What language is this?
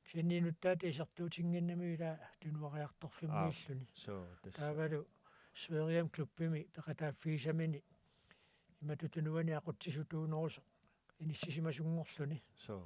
Kalaallisut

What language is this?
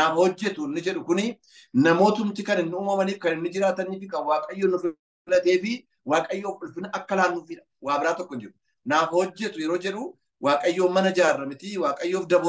Oromo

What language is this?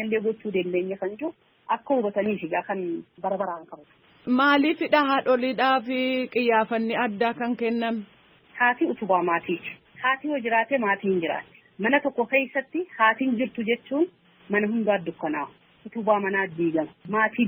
Oromo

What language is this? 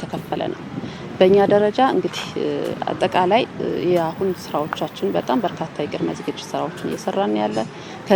Amharic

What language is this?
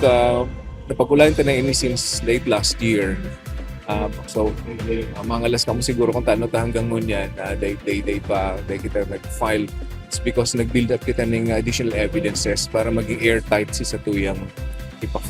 Bikol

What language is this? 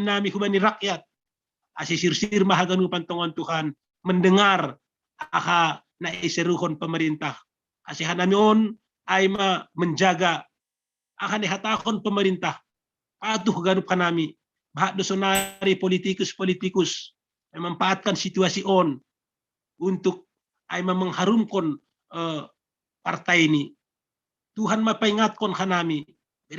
Batak Simalungun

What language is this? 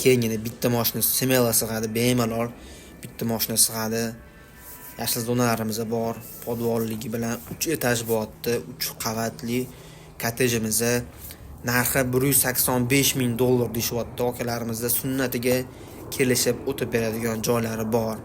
Uzbek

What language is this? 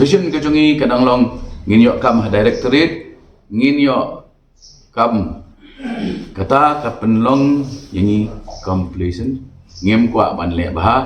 Khasi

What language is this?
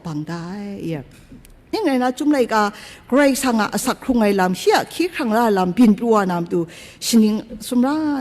Kachin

